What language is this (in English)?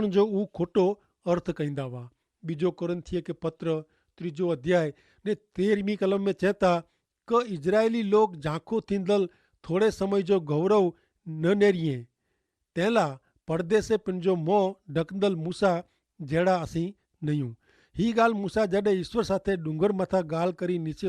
Kachhi